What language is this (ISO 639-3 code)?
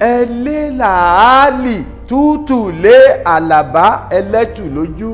yor